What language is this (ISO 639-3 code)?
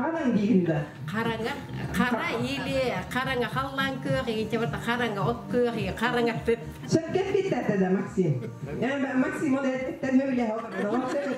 sah